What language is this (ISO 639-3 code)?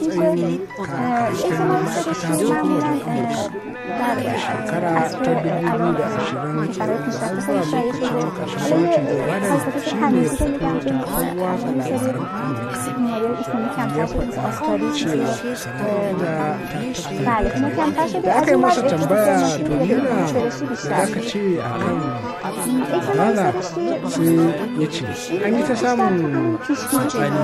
fas